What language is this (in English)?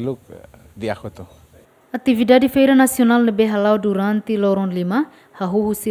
Tetum